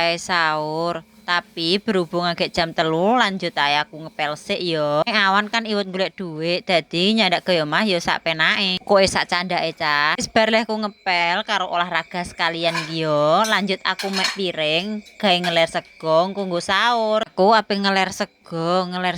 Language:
Javanese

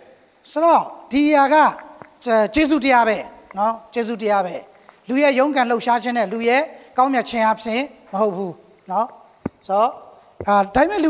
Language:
Burmese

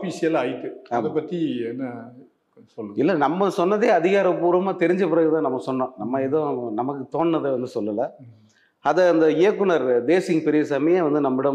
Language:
Tamil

